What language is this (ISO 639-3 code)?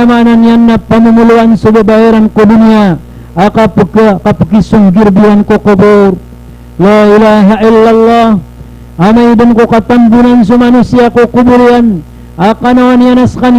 mrw